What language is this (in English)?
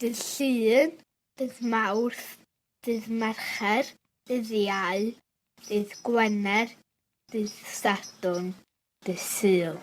Welsh